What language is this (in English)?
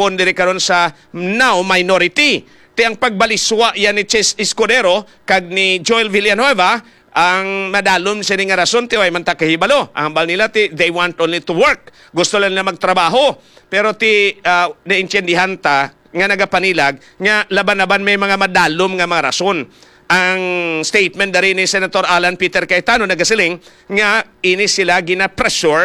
Hiligaynon